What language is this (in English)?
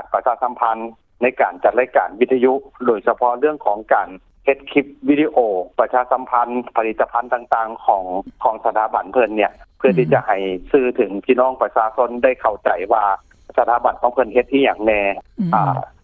Lao